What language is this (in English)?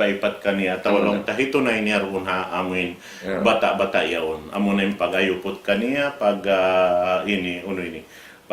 Tausug